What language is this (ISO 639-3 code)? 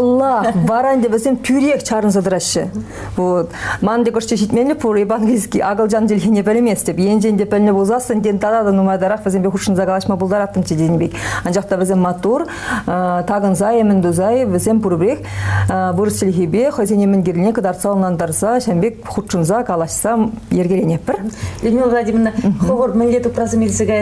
chv